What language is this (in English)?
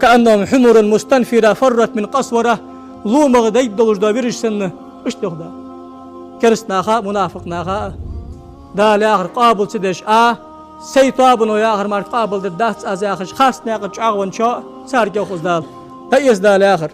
Ingush